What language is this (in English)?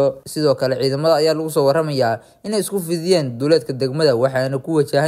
Somali